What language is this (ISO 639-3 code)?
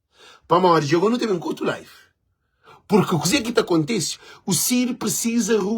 kea